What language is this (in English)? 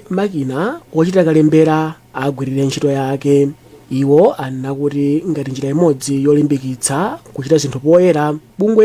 Nyanja